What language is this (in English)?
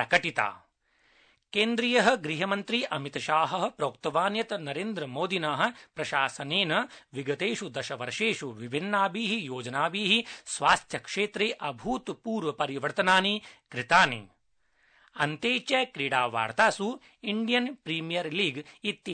Sanskrit